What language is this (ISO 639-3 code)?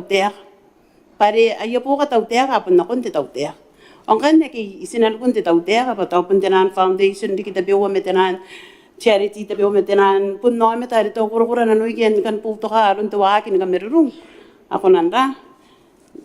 gil